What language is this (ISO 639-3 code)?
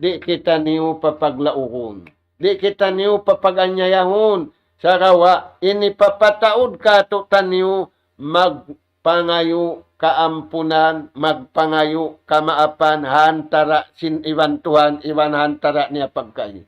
tsg